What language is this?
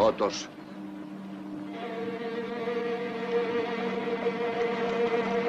Spanish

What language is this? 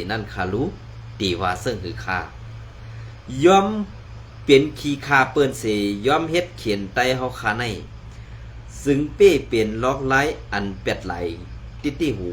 Shan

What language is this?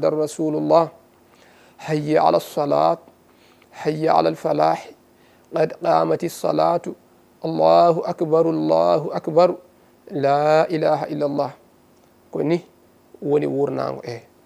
Fula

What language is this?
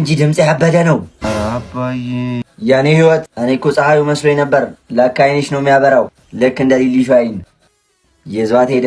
Amharic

